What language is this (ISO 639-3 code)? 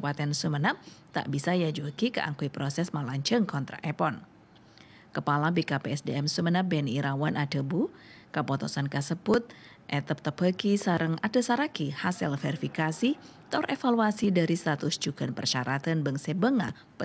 mad